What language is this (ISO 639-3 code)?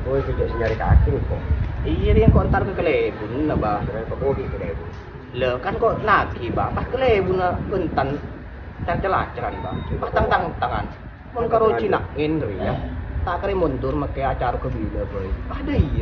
mad